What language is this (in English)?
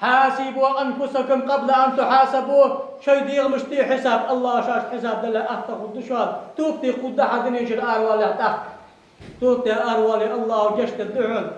Ingush